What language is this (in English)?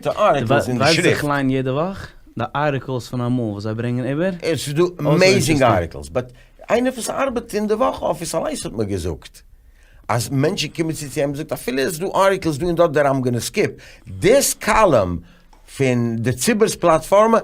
Yiddish